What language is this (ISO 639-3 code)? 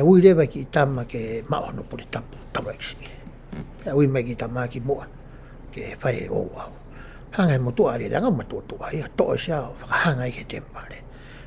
ton